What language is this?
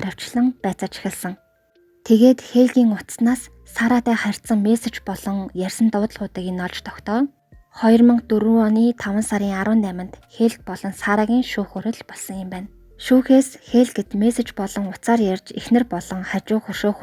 Mongolian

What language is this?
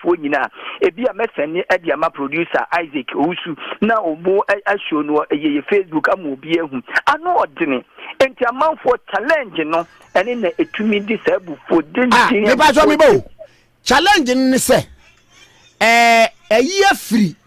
Akan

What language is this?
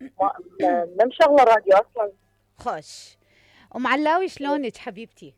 Mesopotamian Arabic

